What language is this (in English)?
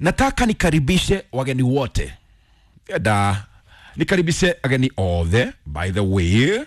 Kikuyu